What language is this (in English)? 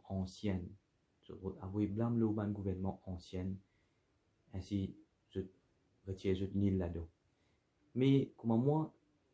Morisyen